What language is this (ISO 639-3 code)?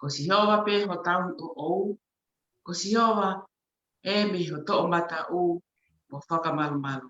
ton